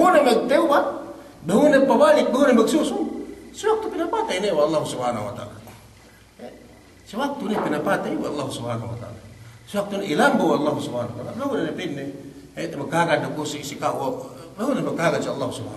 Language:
Yakan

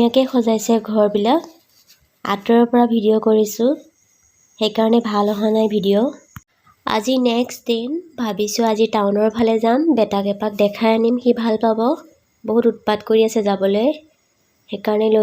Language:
Assamese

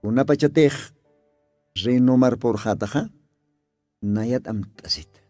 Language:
Aymara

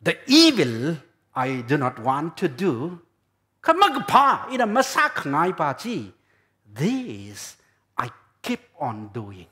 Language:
Tangkhul Naga (India)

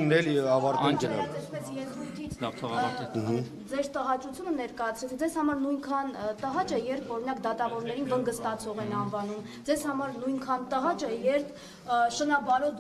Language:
Armenian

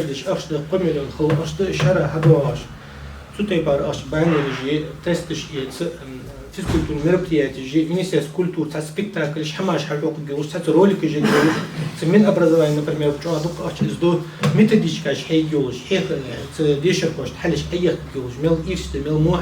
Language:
Ingush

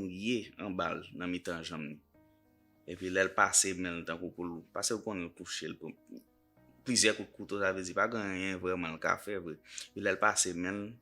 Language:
Haitian Creole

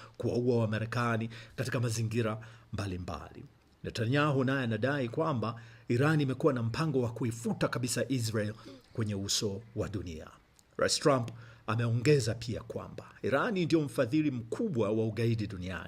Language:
Swahili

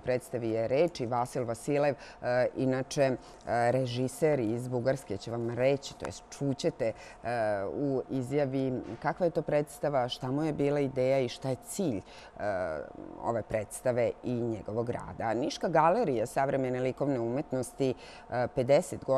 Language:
Serbian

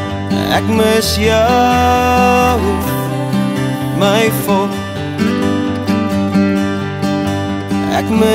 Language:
Afrikaans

